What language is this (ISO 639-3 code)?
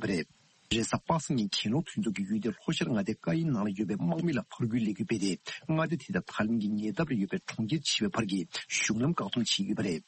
bod